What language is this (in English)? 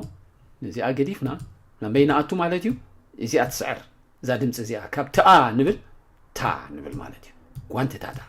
Tigrinya